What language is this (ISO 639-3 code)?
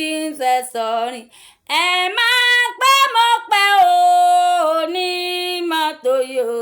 yor